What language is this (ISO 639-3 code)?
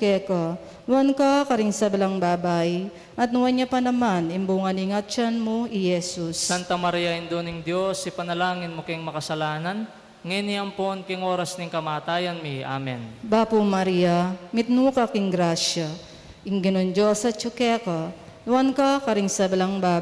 pam